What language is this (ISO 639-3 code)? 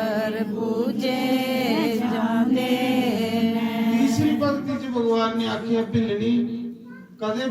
doi